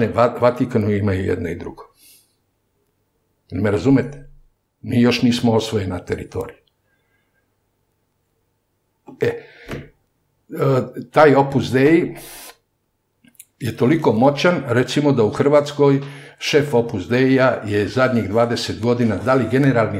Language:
Serbian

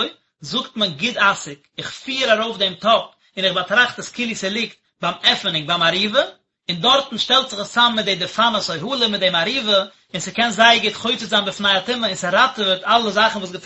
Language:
Yiddish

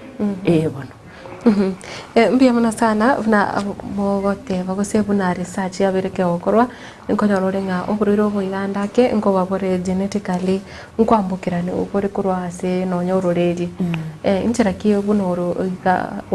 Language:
Gusii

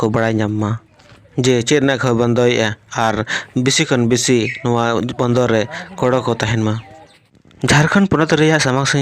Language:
Santali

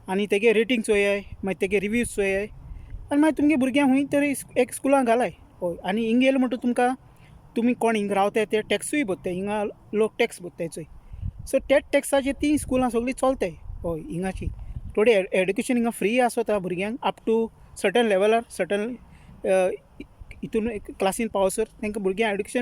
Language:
Konkani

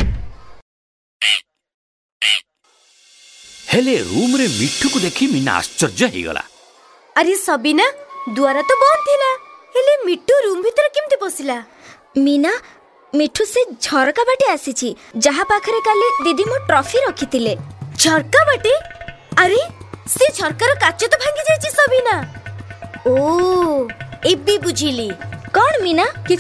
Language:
Odia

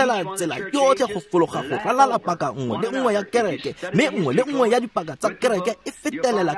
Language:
Tswana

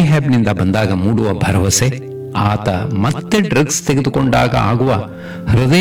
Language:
Kannada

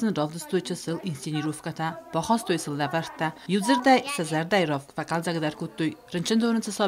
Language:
Ossetic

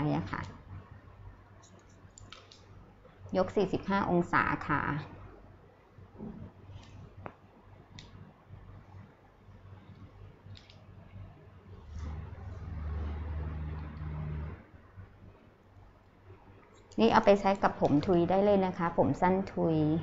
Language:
Thai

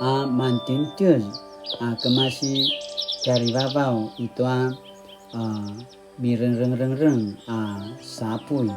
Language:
Paiwan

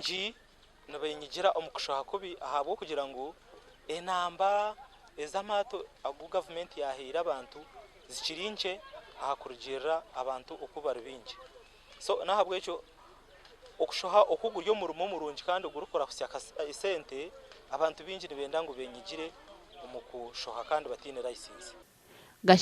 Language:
Nyankole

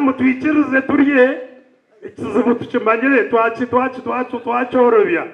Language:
Nyankole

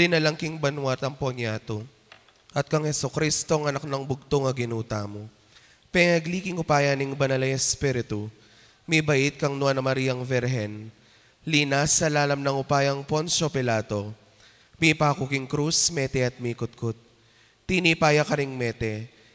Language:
Pampanga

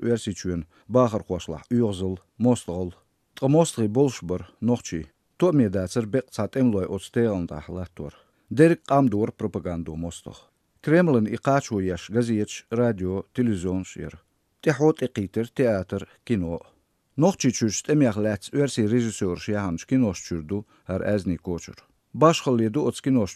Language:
Chechen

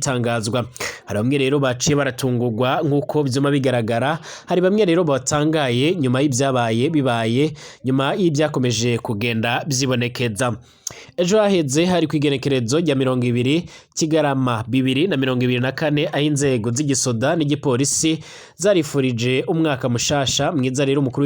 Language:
Rundi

